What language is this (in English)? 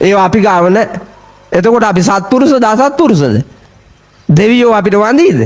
Sinhala